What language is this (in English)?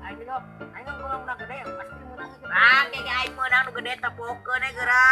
Sundanese